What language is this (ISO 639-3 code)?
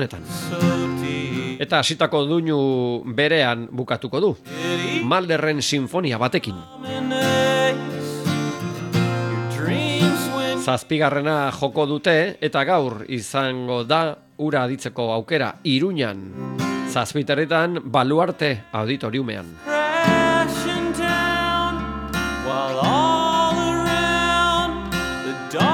eus